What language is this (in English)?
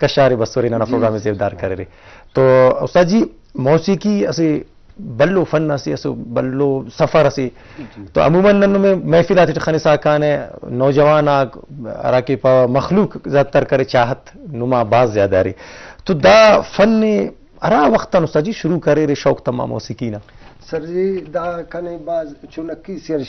Brahui